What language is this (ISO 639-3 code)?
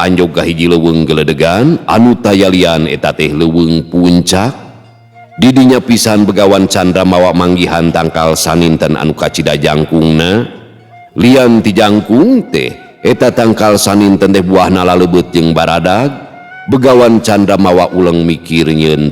sun